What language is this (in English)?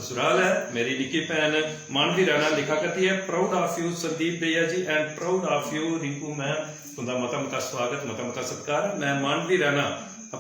Dogri